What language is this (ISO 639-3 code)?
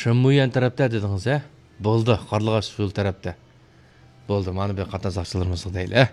uig